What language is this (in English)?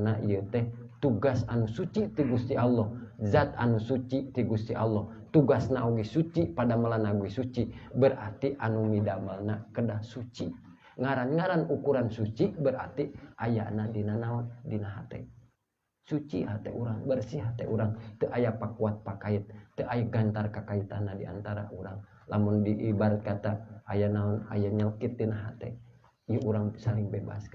Sundanese